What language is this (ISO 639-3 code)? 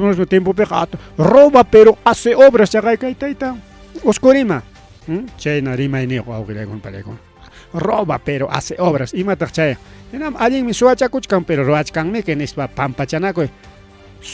quy